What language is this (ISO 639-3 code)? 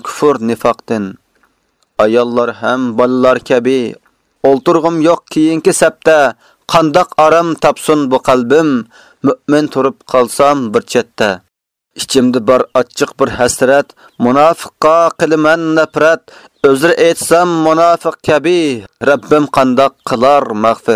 uig